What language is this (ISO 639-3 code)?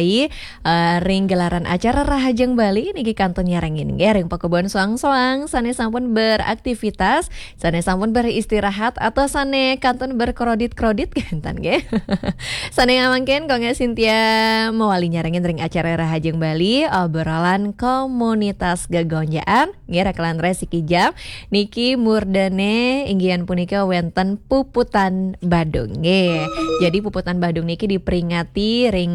ban